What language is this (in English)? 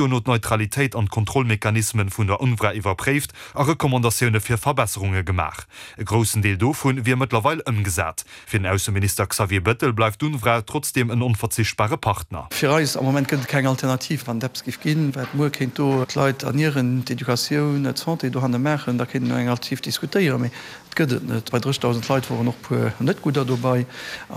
Luxembourgish